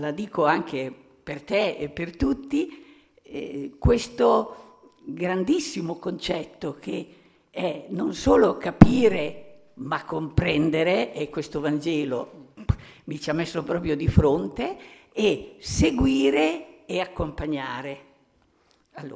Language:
Italian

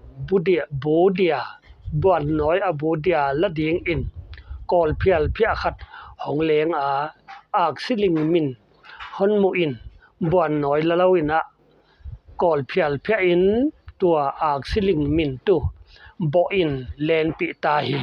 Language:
Paite Chin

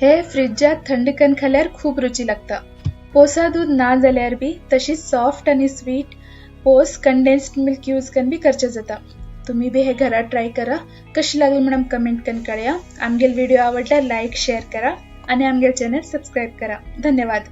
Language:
Konkani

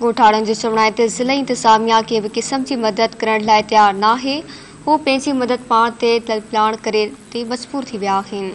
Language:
Sindhi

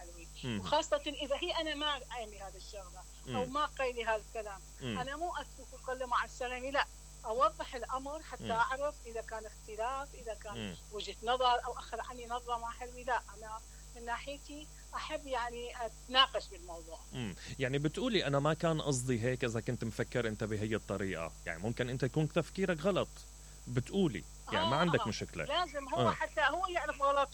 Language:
Mesopotamian Arabic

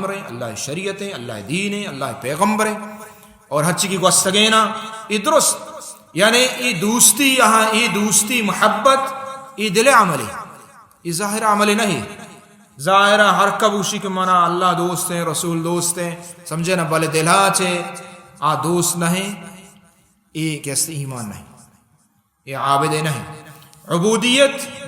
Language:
Baluchi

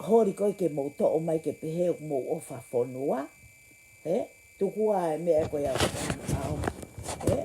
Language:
Tongan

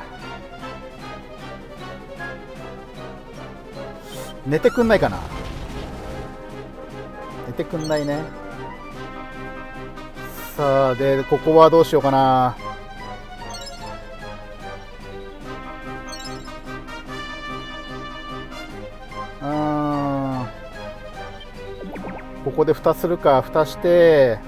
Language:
Japanese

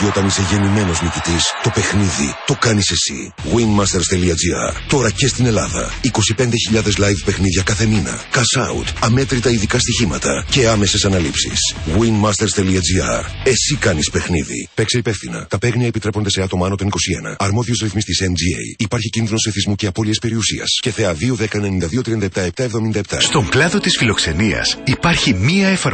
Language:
Greek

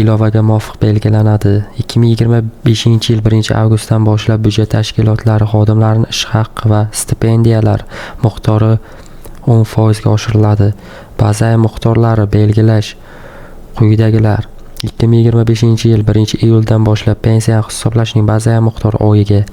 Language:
Uzbek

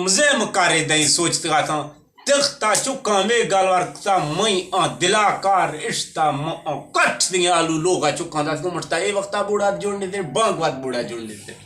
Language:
Eastern Balochi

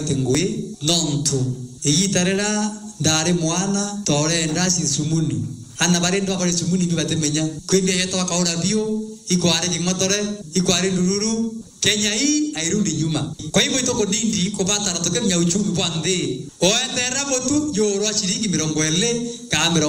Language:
Meru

